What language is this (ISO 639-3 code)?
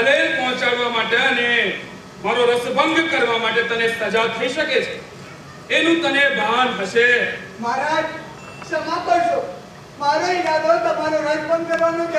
guj